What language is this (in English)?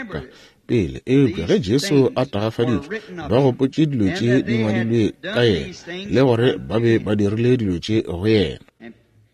Northern Sotho